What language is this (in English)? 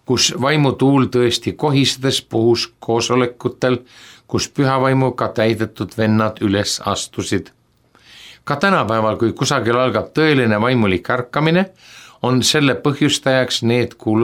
Estonian